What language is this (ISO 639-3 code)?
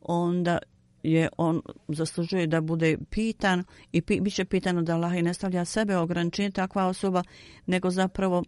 bos